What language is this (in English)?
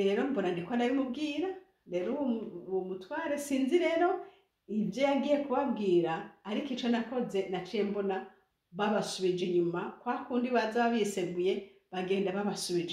Rundi